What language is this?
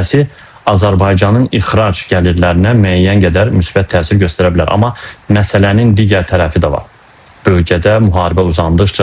Azerbaijani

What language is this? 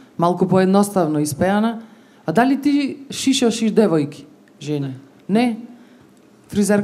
Macedonian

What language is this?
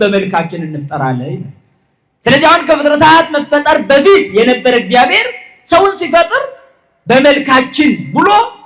Amharic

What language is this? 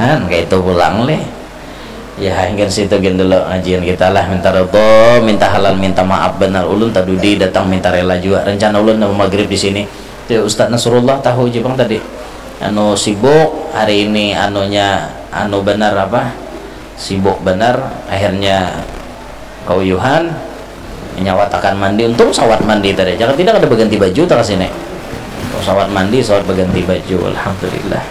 Banjar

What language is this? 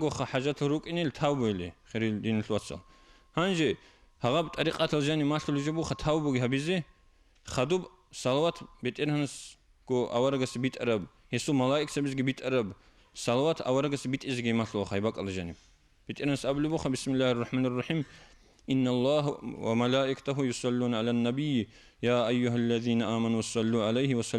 Avaric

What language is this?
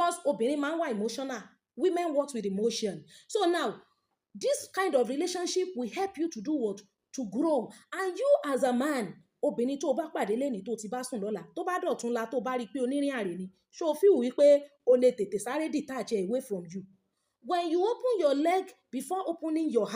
Yoruba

